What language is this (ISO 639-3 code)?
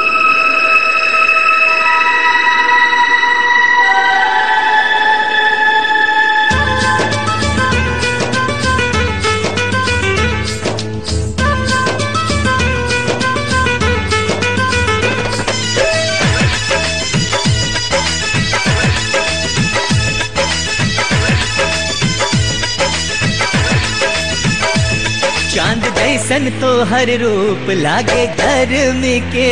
bho